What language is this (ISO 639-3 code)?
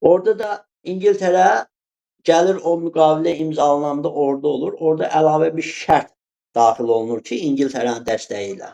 aze